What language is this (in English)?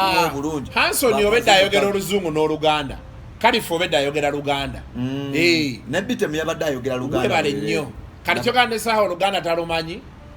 Ganda